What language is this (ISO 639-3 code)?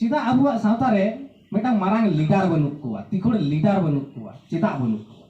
sat